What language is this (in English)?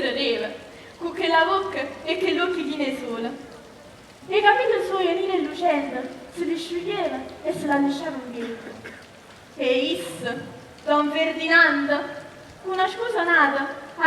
Neapolitan